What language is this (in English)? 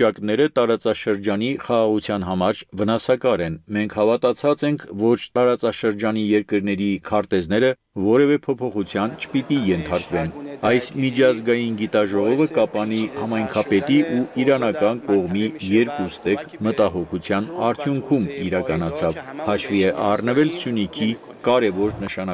Armenian